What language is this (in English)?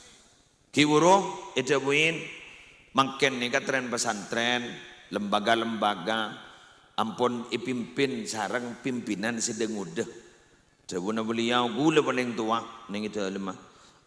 Madurese